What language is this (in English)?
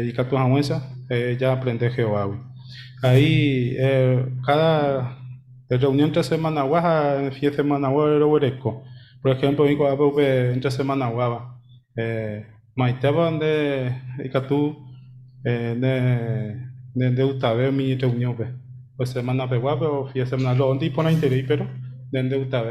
Guarani